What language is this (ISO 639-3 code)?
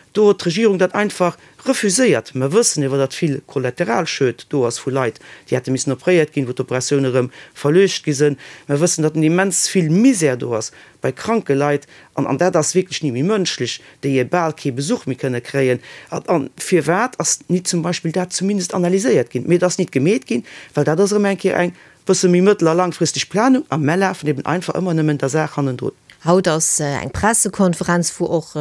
ltz